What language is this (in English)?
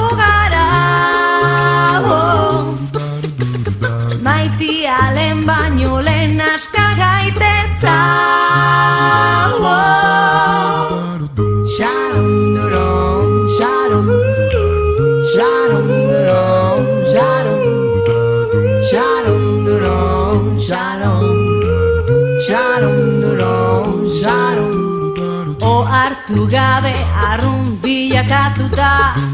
Basque